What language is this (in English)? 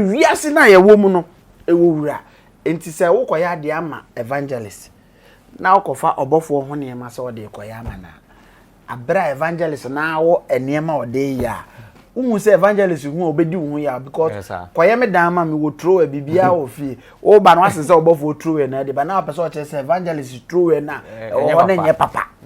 Akan